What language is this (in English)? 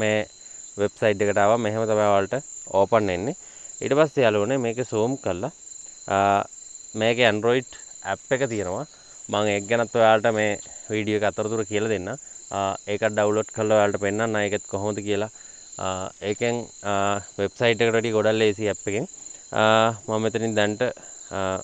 Sinhala